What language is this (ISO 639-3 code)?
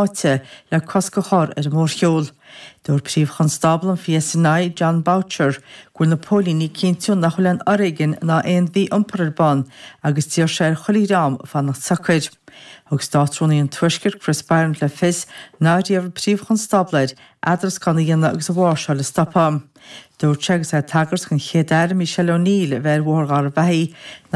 gle